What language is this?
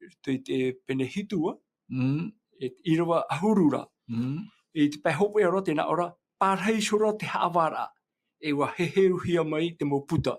Tahitian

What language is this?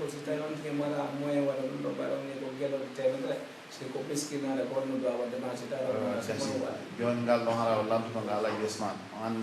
Pular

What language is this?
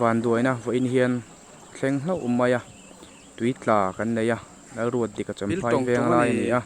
Mizo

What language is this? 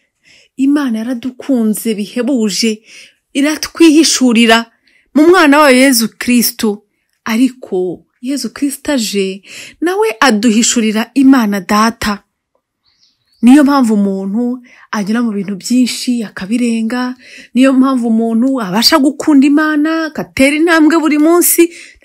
Kinyarwanda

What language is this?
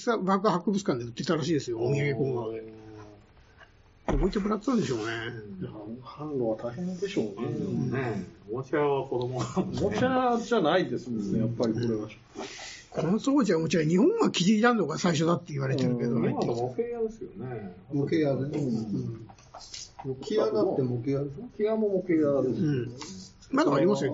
Japanese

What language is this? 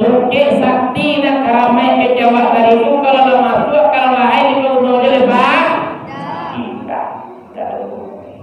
Minangkabau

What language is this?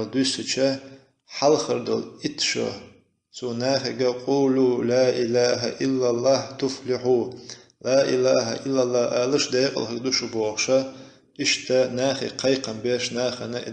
Chechen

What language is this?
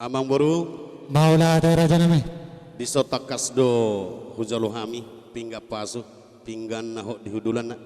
Batak Toba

